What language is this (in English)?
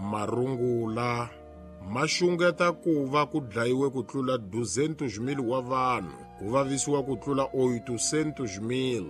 Tsonga